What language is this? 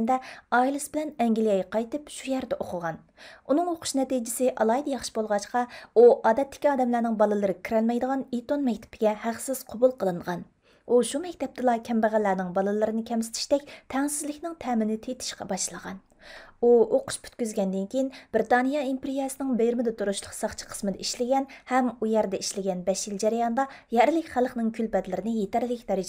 Uyghur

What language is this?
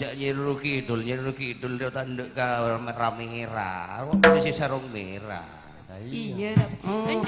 Madurese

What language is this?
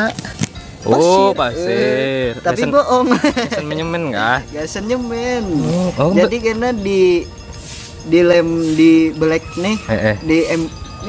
Banjar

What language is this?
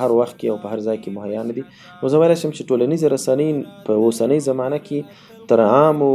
Pashto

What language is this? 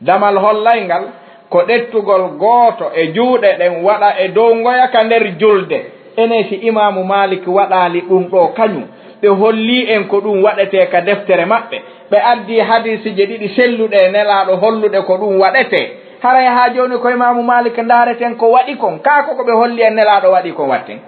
Fula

